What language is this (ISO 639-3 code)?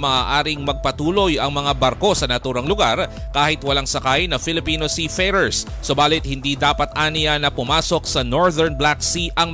fil